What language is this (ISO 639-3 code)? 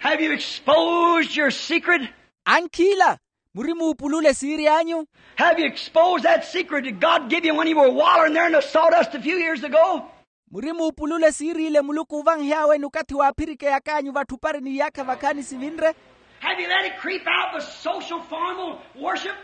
vmw